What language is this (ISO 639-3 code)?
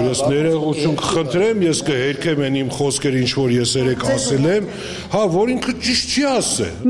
hye